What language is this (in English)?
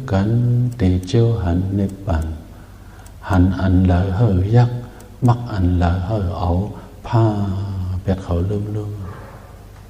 Shan